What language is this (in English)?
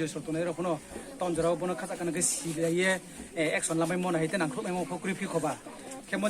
Riang (India)